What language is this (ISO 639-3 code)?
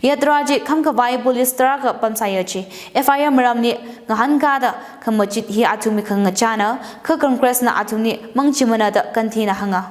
nmf